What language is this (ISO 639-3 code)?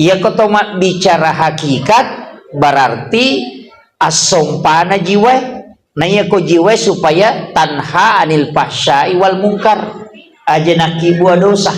bug